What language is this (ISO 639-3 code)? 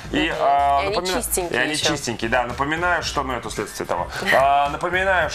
rus